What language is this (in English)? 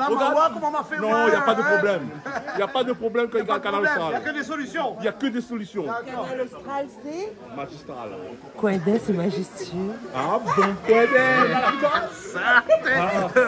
Réunion Creole French